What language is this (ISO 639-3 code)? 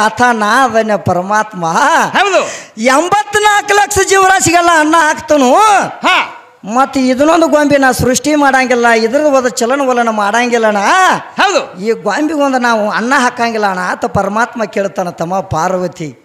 kan